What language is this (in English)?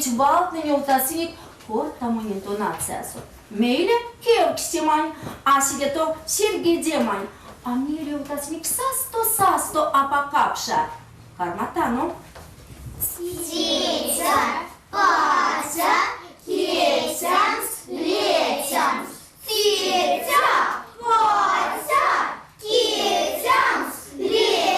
Erzya